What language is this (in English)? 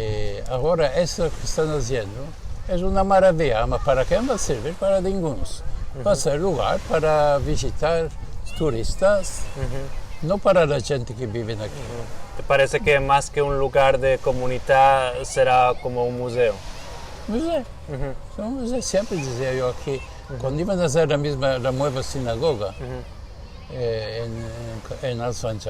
Ladino